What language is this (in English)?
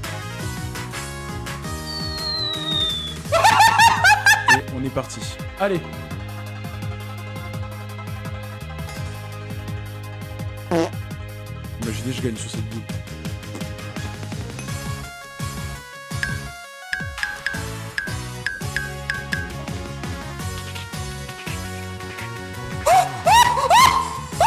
French